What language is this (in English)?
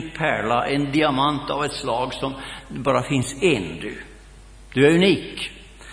Swedish